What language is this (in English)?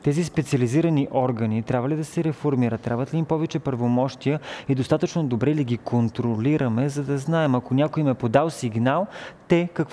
Bulgarian